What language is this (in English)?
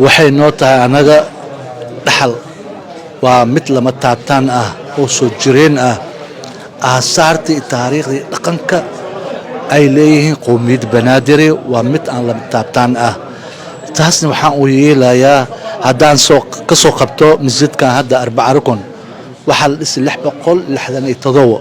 Somali